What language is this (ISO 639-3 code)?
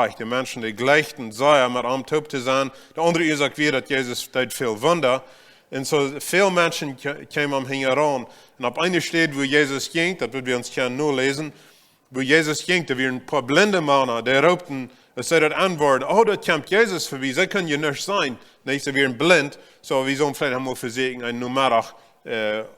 pdt